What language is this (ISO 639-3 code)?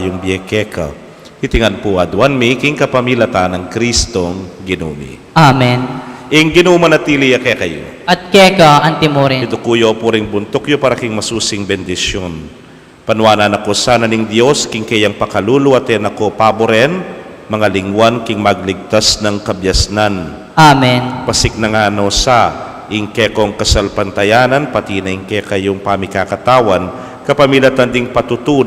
pam